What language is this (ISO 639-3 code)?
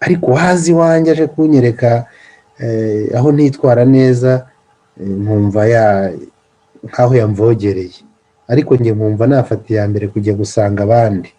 kin